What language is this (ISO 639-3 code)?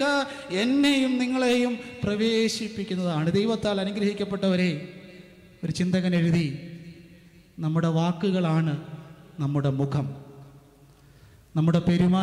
mal